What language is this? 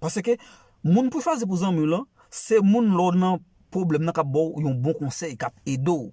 Haitian Creole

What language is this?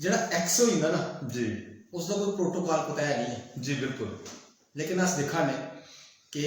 Dogri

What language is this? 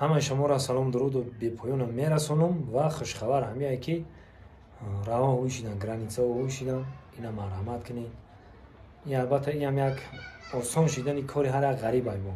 Tajik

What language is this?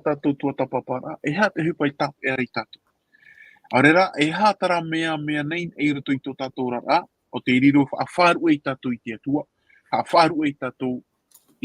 Tahitian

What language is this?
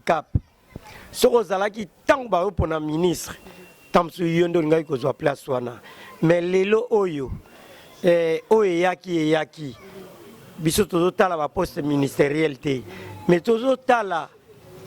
Lingala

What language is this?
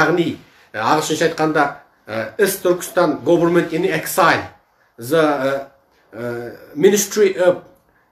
Kazakh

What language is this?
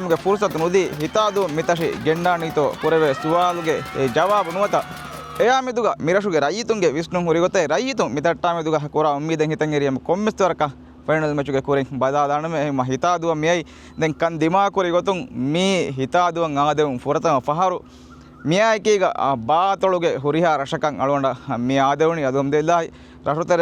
Divehi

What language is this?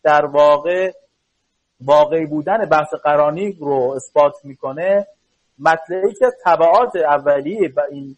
Persian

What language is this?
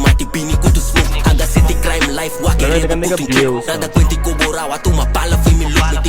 Papiamento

